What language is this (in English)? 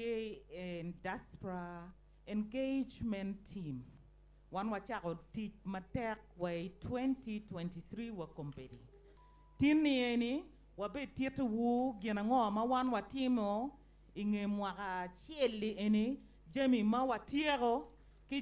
Acoli